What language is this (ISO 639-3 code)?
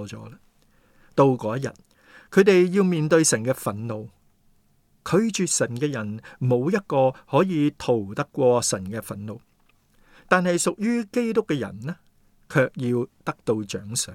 yue